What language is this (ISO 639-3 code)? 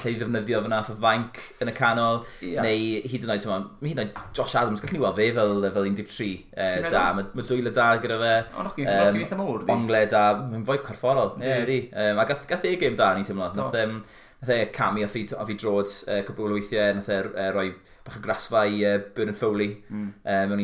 cym